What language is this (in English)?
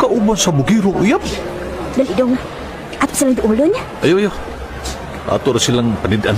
Cebuano